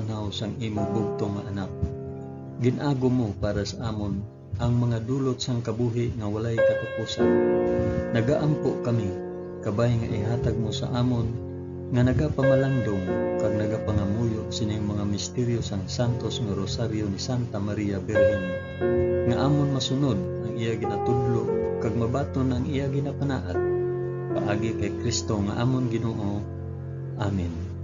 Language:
Hiligaynon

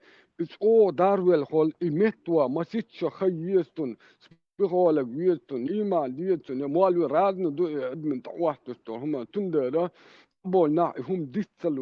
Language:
Chechen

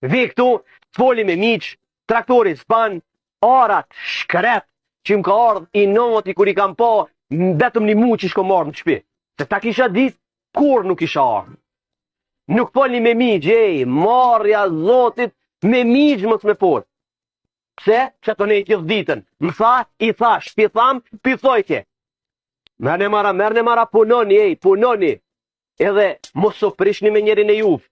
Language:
Albanian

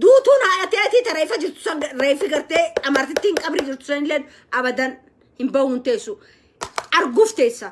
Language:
Oromo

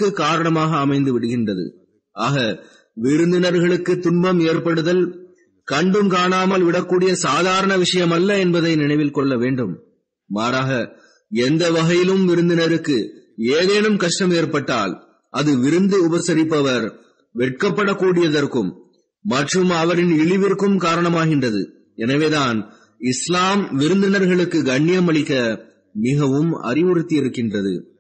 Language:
Tamil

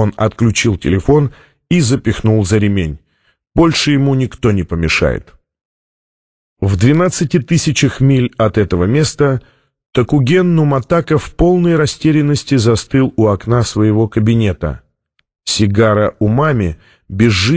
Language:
Russian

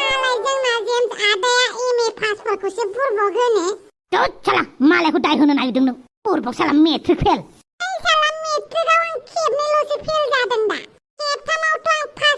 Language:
Bodo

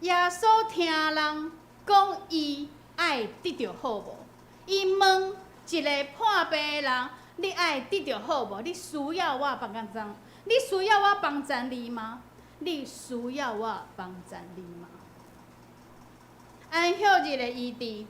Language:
Min Nan Chinese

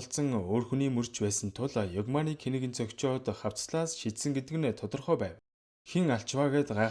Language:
Mongolian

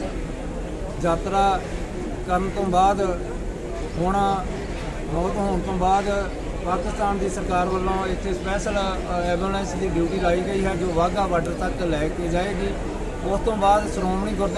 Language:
Punjabi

